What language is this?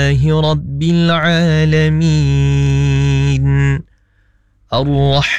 Malay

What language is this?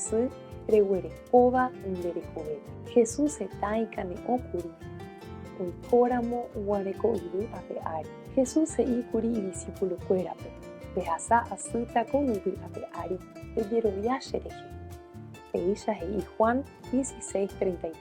Guarani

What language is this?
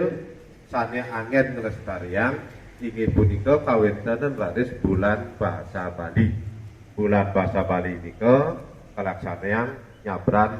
Balinese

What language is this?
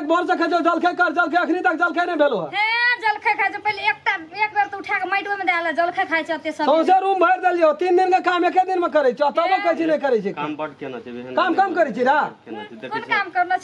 Maithili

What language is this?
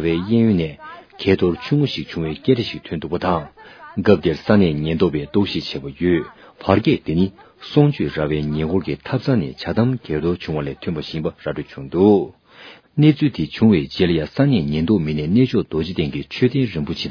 Tibetan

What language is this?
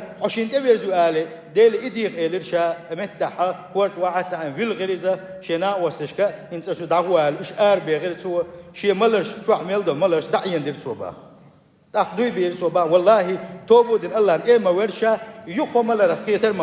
Chechen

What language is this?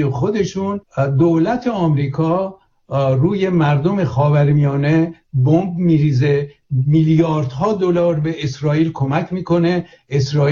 Persian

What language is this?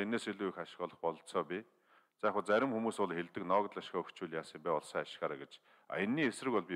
Mongolian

